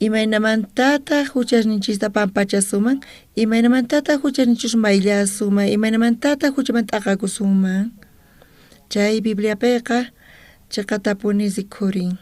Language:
South Bolivian Quechua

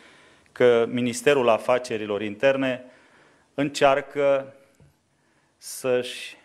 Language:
Romanian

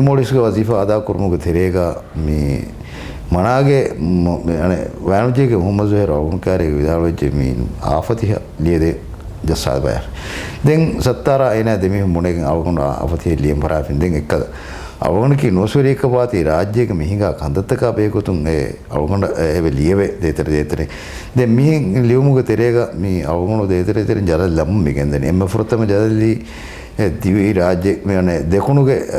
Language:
Divehi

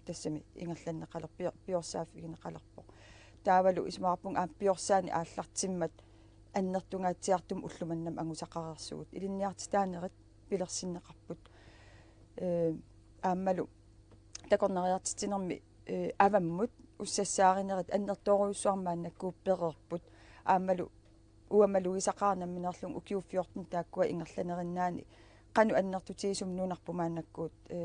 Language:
Kalaallisut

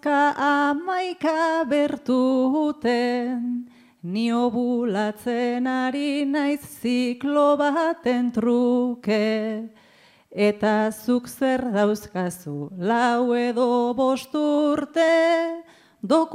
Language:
Basque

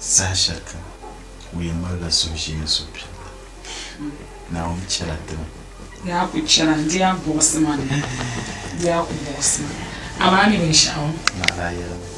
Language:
Dagbani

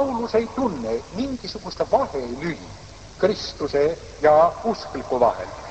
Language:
Estonian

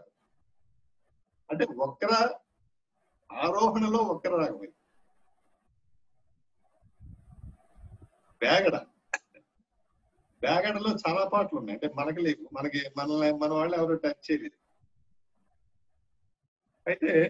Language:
Telugu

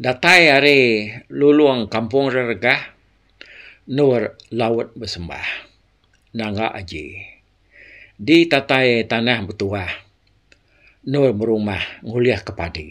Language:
Iban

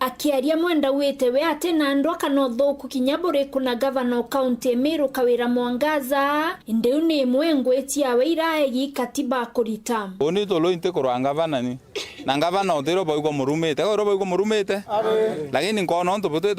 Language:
Meru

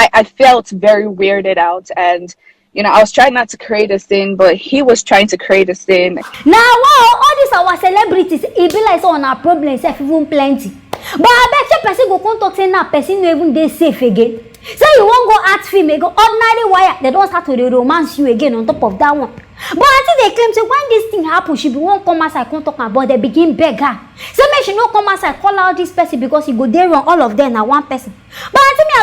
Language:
Nigerian Pidgin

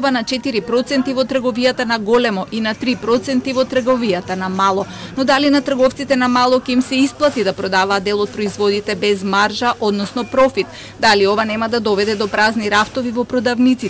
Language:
Macedonian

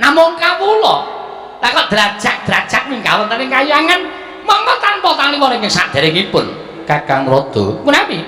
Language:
Javanese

